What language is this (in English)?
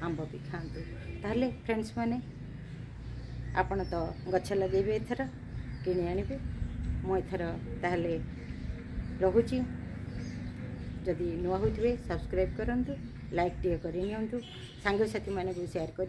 Odia